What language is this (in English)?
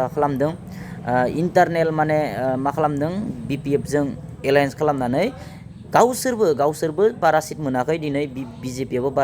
Bodo